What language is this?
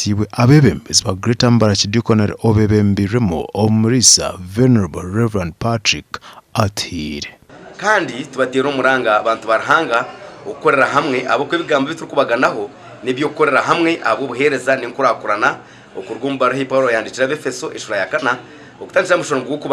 Nyankole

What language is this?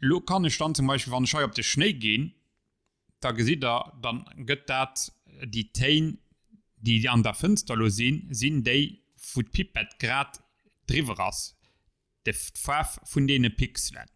Luxembourgish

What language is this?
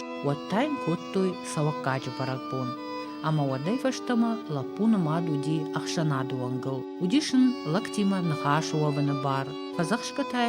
Ossetic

